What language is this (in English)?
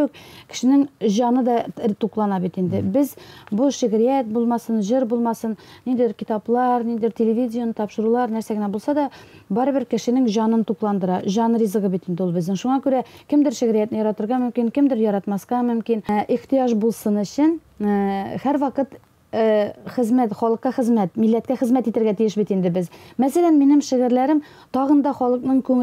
Tatar